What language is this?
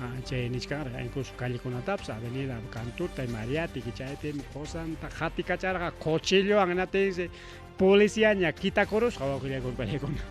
Ayacucho Quechua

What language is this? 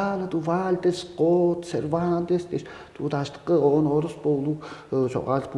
Tuvinian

